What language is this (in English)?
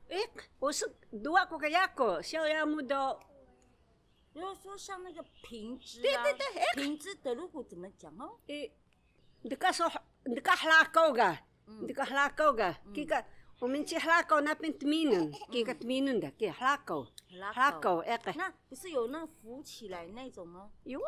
Taroko